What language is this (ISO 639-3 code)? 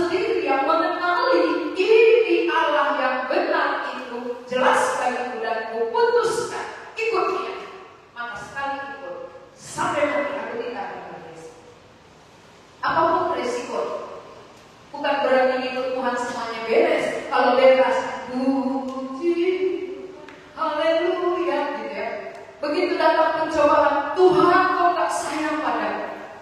ind